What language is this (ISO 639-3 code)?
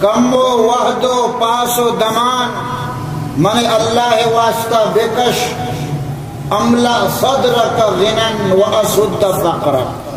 bal